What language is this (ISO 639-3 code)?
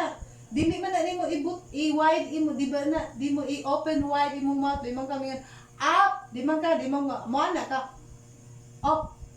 ceb